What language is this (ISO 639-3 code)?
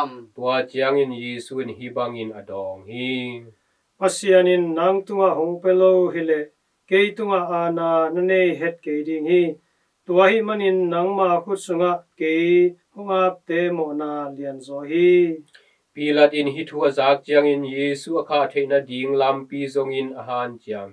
ctd